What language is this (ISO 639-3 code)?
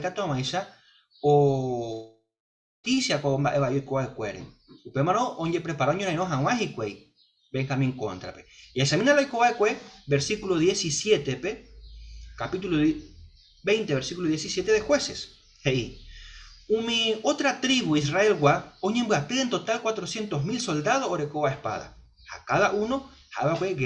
grn